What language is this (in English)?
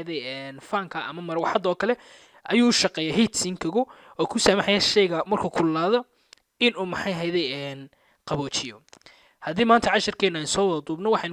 Somali